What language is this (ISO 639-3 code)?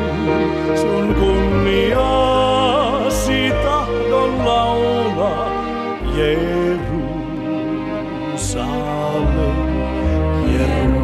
fin